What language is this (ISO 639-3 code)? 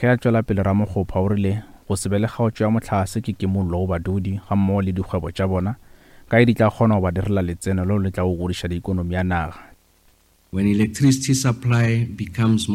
nso